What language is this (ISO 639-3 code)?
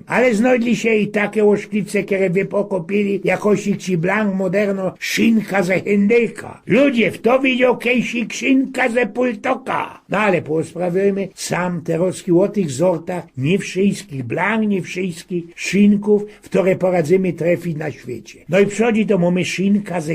szl